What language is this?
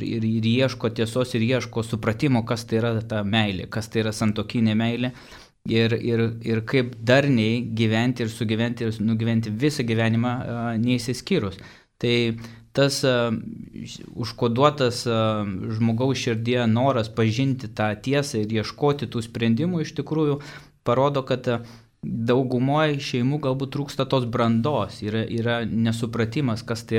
Lithuanian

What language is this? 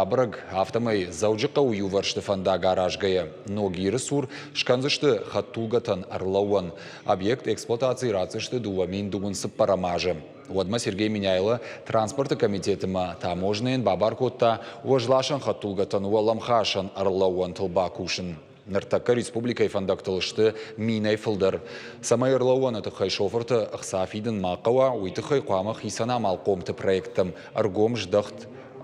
Ossetic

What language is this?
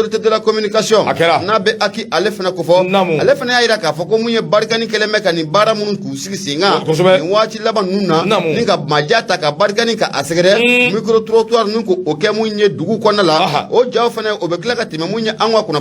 Bambara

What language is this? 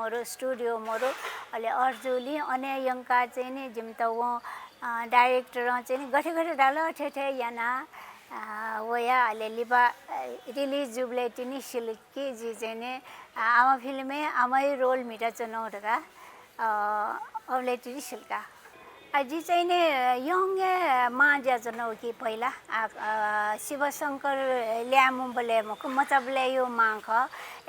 Newari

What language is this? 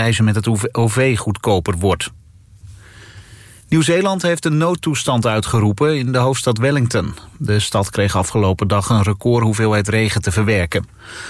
Dutch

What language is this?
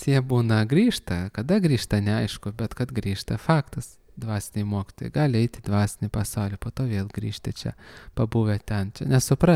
Lithuanian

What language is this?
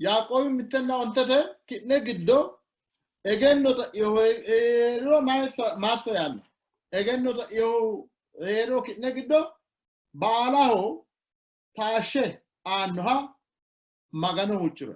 Sidamo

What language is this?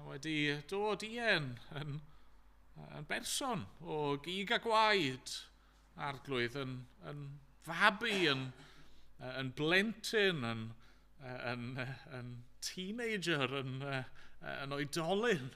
Welsh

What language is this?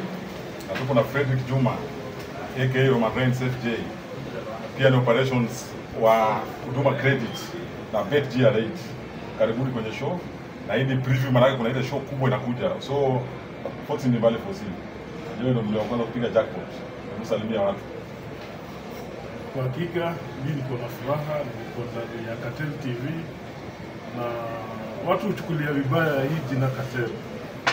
Swahili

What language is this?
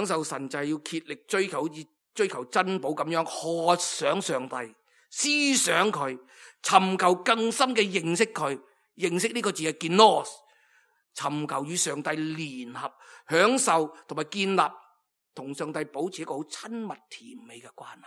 Cantonese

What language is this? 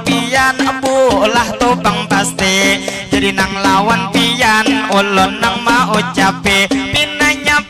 Banjar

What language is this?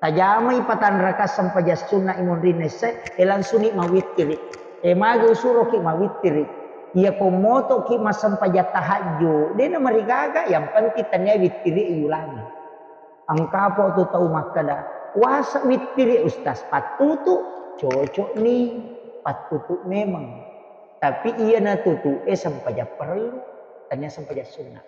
Buginese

